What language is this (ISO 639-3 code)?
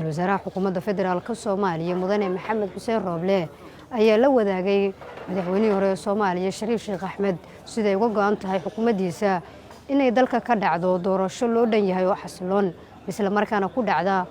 som